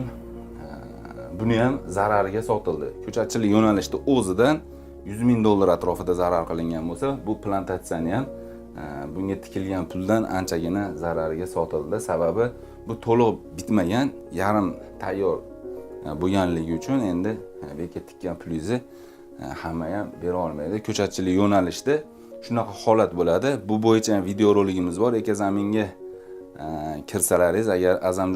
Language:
Uzbek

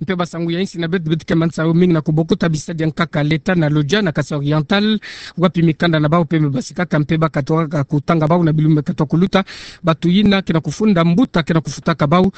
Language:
Kituba (Democratic Republic of Congo)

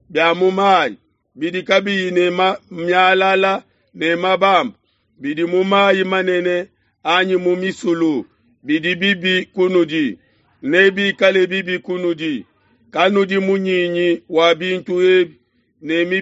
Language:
Luba-Lulua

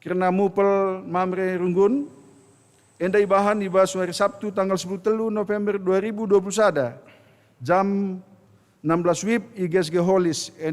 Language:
Batak Karo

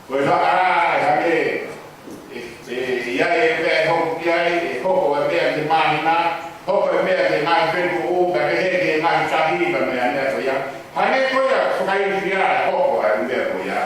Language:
Tongan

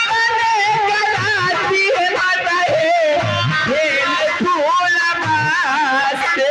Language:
Maithili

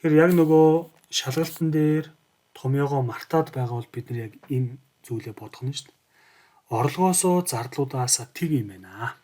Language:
Mongolian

